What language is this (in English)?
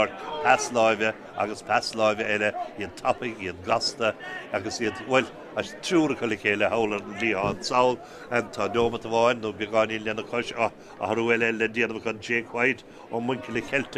Irish